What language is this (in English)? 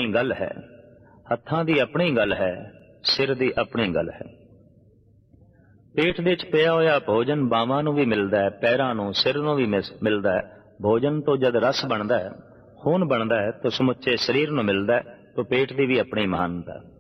Punjabi